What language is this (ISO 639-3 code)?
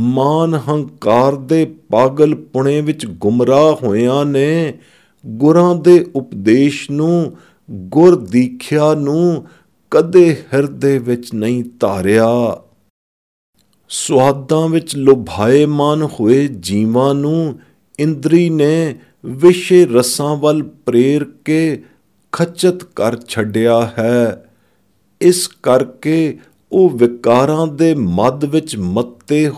pan